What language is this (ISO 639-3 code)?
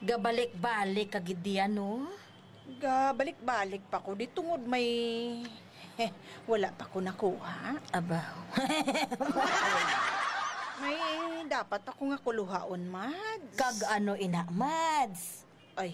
hil